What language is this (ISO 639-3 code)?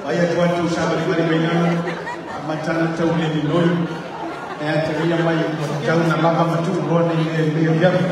smo